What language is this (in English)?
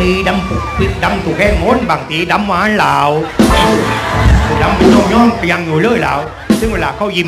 Thai